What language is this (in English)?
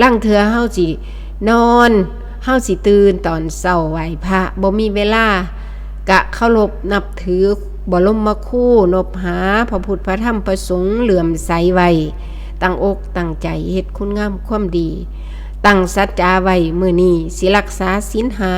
Northeastern Thai